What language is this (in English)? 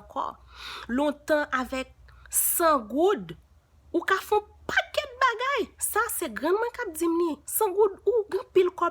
Haitian Creole